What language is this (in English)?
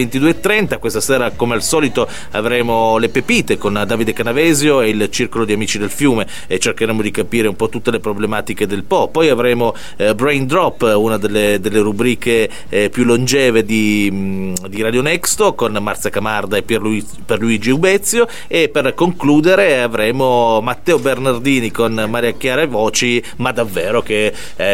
Italian